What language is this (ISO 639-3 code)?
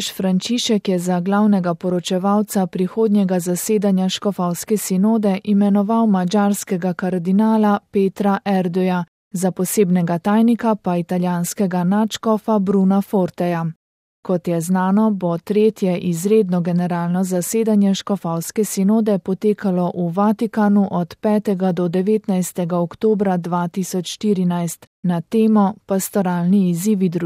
slv